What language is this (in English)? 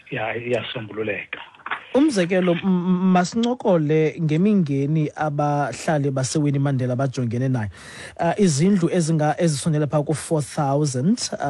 Xhosa